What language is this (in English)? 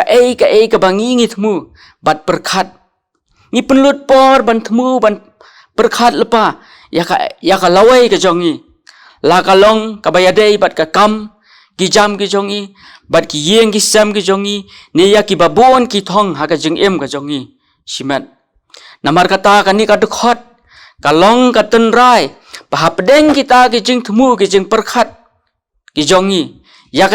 Khasi